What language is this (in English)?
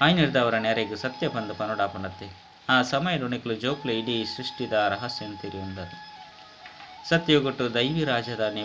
Tulu